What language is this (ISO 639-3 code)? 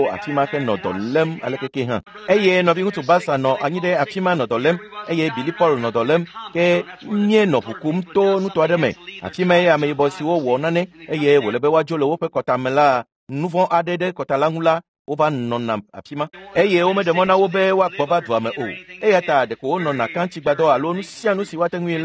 ewe